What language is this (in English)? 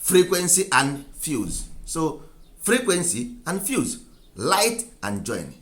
Igbo